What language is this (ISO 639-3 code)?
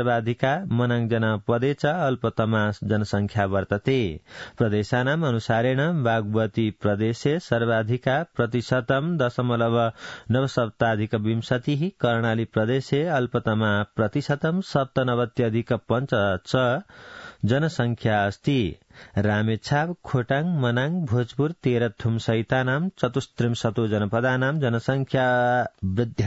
san